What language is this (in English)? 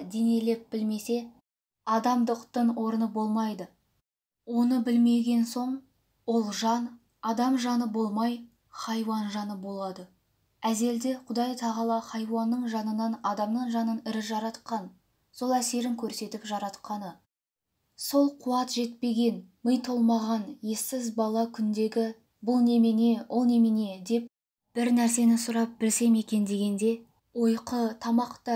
Kazakh